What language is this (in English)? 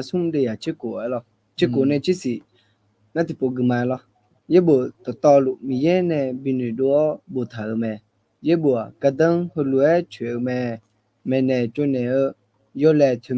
Akha